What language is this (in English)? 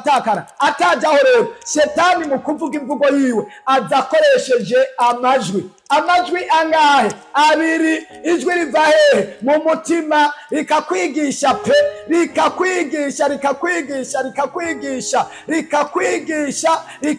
Rundi